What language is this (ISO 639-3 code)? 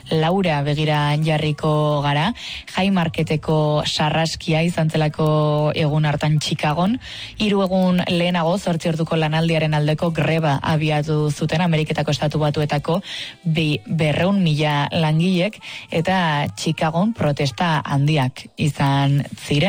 eus